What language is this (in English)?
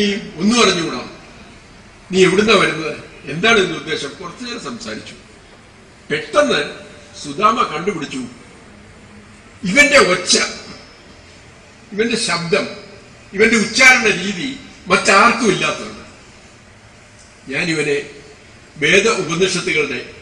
Malayalam